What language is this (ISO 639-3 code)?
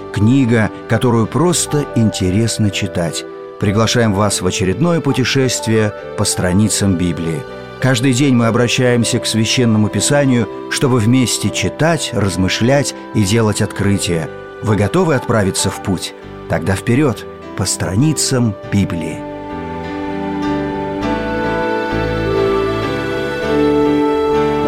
rus